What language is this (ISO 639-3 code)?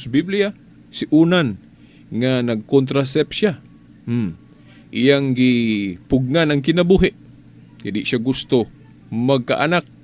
ceb